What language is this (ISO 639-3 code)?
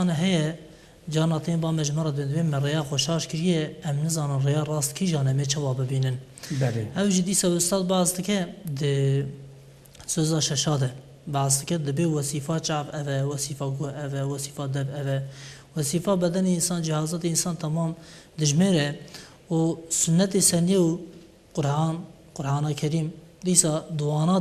kur